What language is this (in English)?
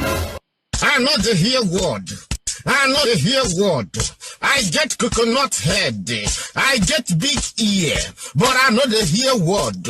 Nigerian Pidgin